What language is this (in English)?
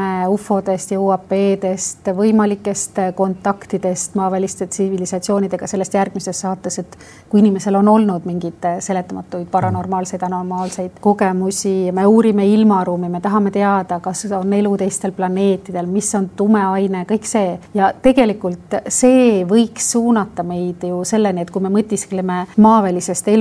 Estonian